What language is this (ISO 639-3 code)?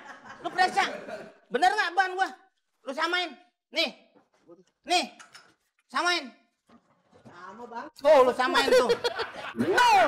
bew